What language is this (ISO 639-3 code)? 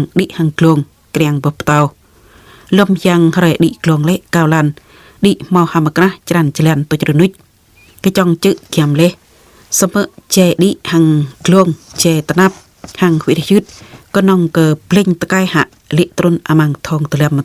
jra